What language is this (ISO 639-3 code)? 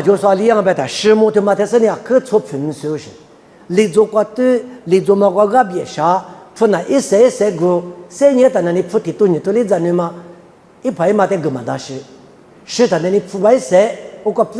lis